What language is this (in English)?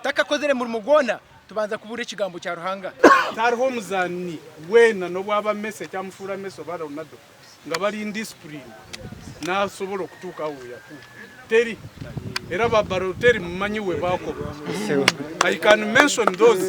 Nyankole